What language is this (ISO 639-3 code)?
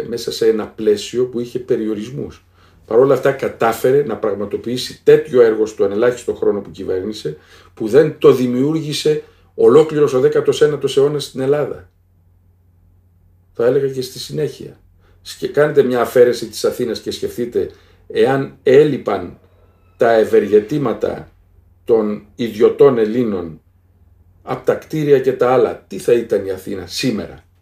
ell